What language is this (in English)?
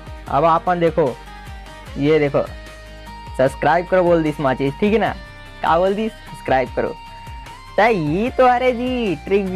Chhattisgarhi